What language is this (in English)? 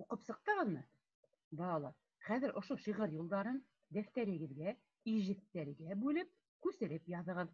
Bashkir